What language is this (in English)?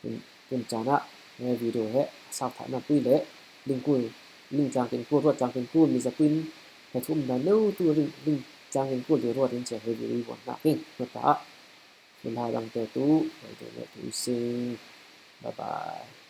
Falam Chin